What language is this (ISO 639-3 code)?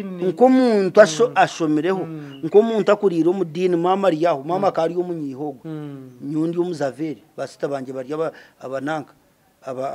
nyn